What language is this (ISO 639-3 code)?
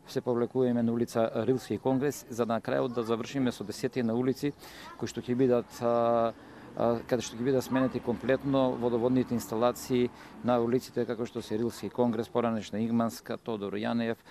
mkd